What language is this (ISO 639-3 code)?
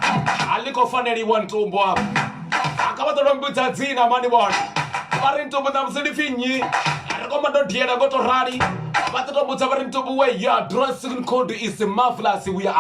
ven